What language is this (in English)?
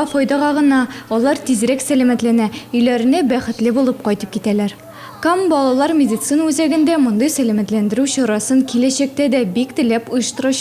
Tatar